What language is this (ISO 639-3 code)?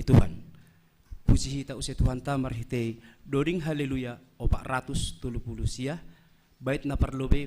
bts